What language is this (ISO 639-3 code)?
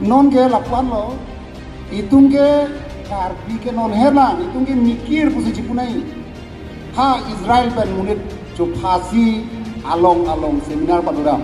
mjw